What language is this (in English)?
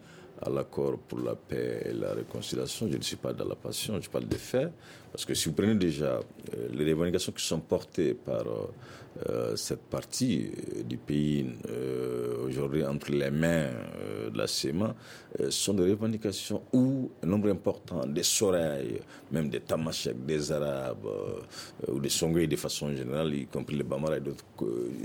French